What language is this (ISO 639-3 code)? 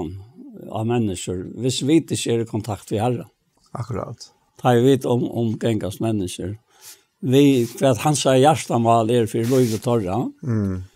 fao